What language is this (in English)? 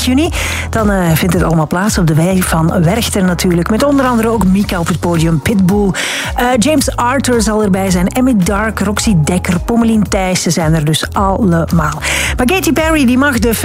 Dutch